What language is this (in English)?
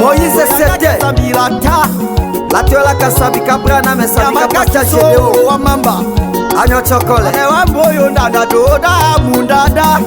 Tetela